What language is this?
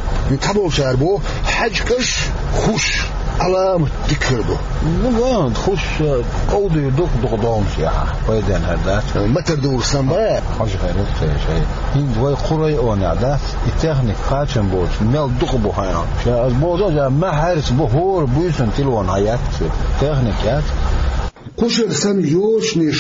Chechen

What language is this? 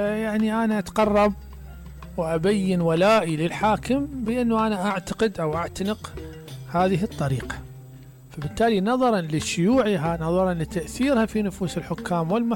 Mesopotamian Arabic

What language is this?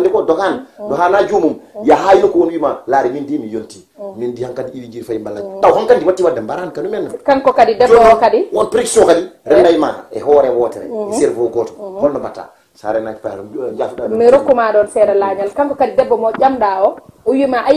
Fula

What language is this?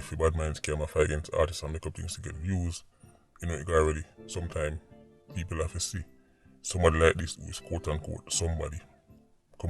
Jamaican Creole English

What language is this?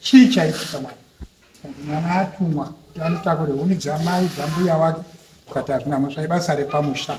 Shona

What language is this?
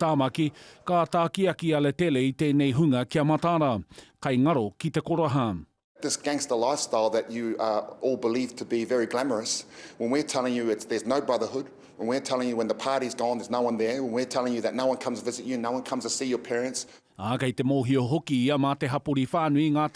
Māori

